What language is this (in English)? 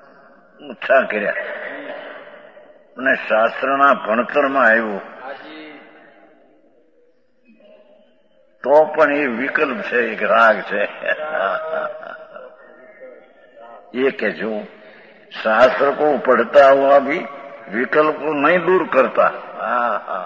Gujarati